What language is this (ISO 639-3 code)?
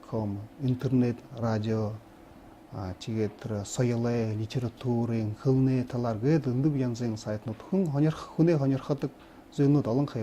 bua